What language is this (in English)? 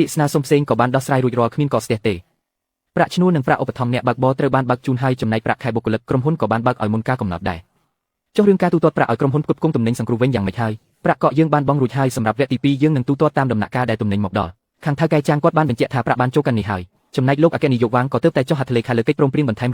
Khmer